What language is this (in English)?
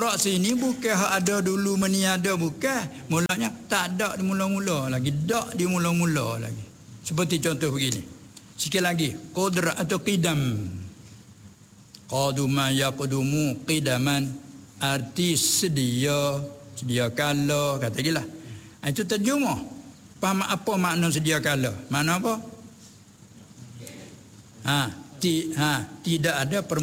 Malay